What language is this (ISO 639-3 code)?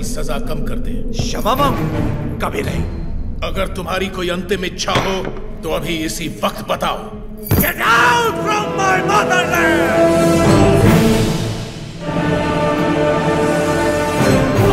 hin